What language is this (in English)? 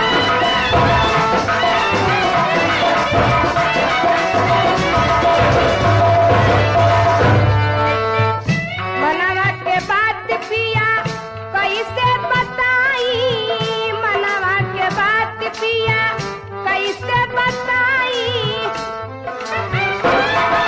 Bhojpuri